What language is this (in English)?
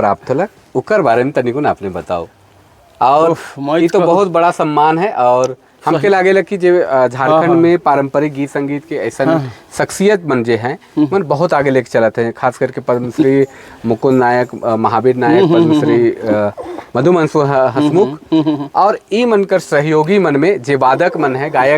Sadri